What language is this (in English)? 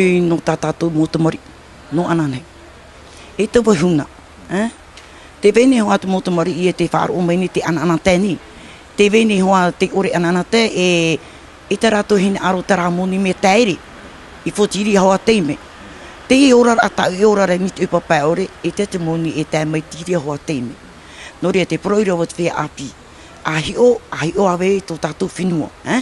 Tahitian